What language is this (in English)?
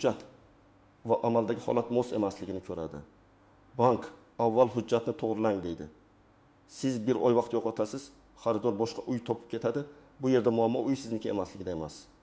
Uzbek